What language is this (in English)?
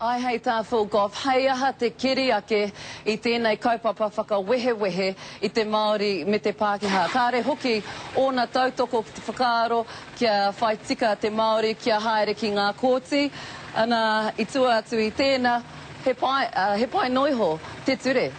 Māori